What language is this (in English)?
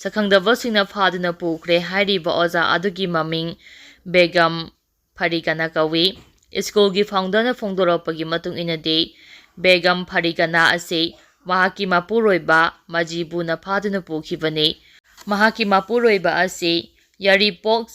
Manipuri